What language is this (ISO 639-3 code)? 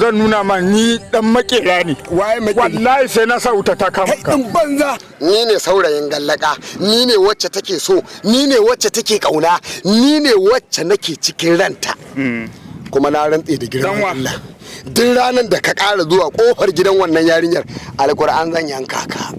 hau